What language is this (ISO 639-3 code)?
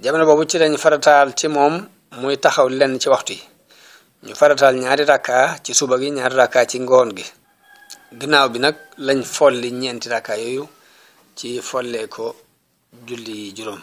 wol